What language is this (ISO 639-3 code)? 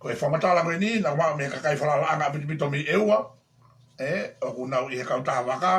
ton